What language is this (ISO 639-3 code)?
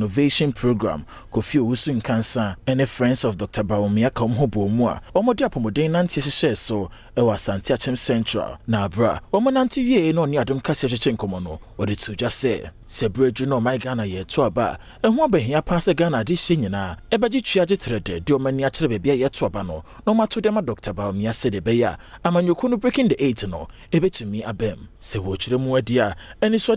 aka